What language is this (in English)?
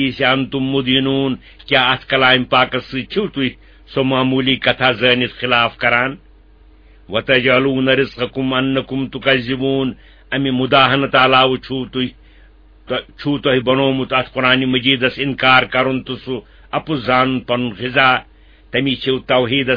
Kashmiri